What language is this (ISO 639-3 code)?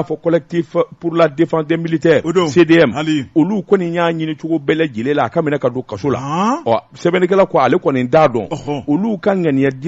bam